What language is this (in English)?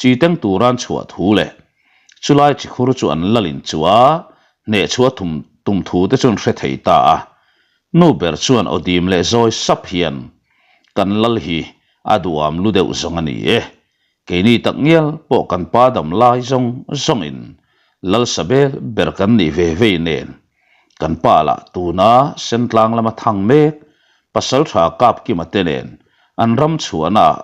Mizo